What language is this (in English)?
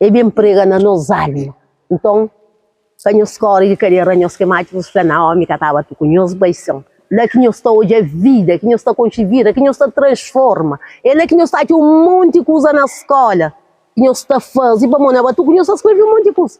Kabuverdianu